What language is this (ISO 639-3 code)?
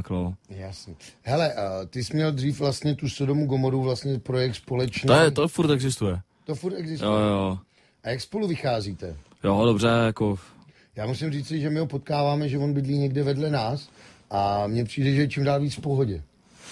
ces